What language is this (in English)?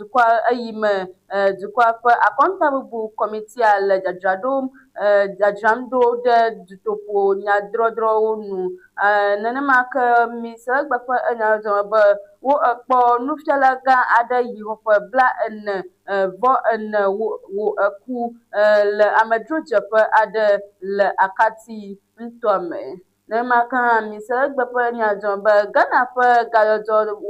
Ewe